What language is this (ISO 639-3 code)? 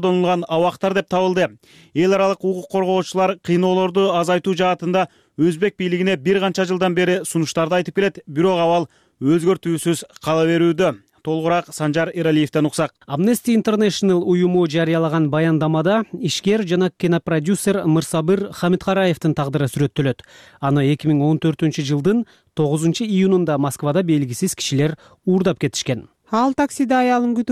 kir